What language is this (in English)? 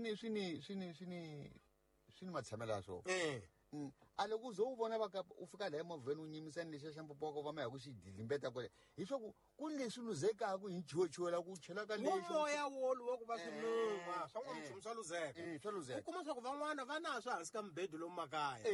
Tsonga